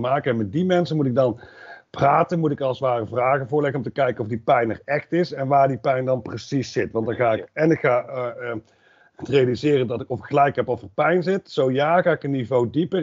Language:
Dutch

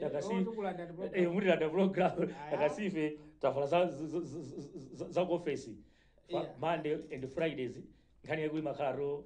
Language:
Nyanja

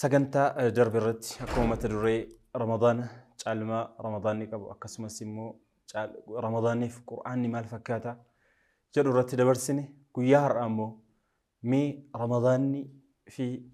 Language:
Oromo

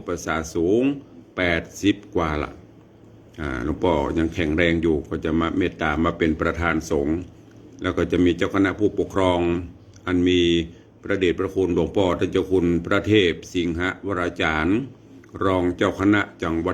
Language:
Northern Thai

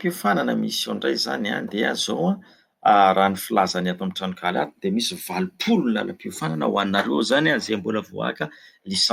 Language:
Malagasy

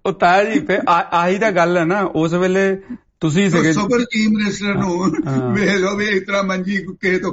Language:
Punjabi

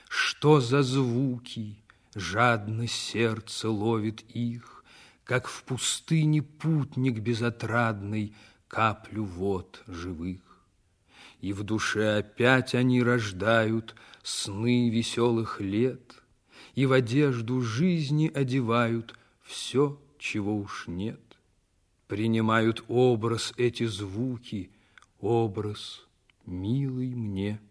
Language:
Russian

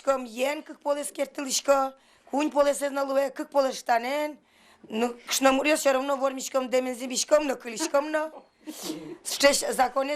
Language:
Udmurt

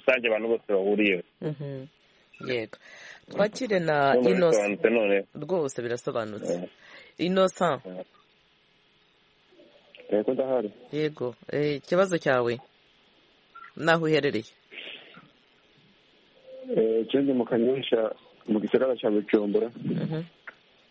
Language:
Kinyarwanda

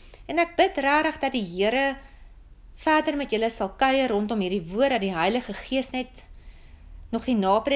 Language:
Afrikaans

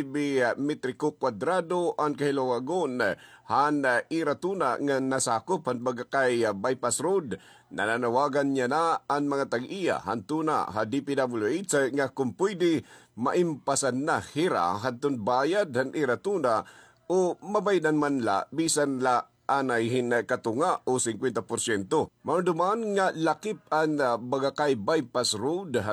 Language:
Waray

